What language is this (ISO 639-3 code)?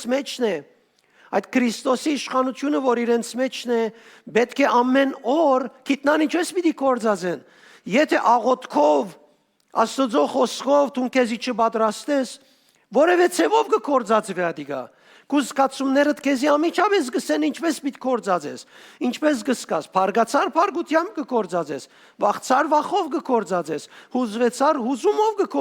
hyw